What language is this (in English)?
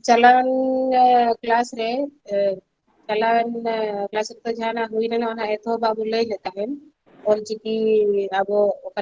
Santali